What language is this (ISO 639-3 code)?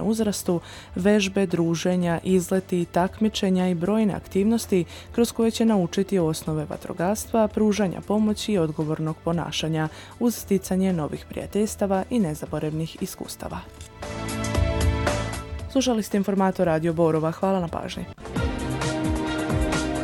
srp